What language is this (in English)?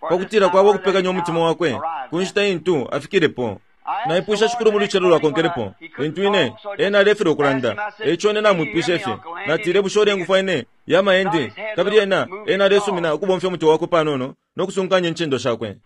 Bemba